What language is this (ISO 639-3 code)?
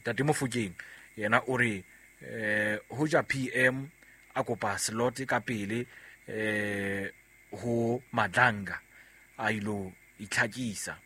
sot